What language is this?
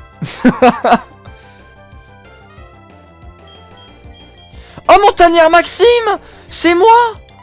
French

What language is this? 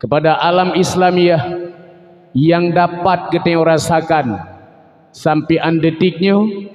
Achinese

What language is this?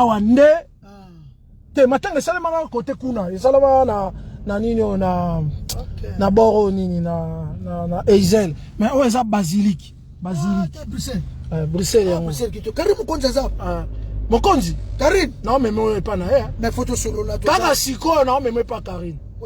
Lingala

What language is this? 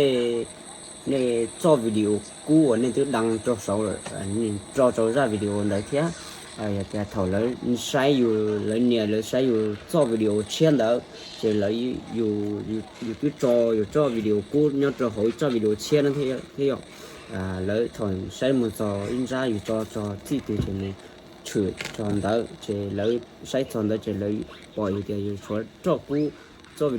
Hmong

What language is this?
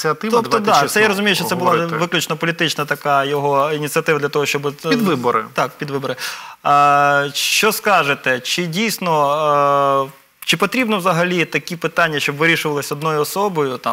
Ukrainian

